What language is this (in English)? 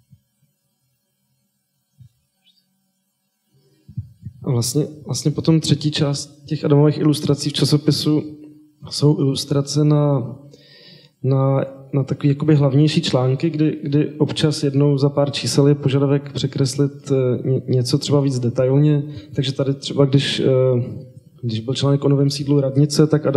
Czech